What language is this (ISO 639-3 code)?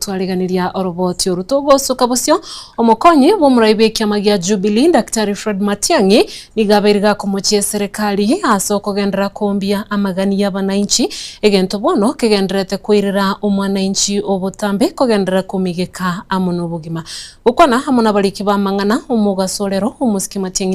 guz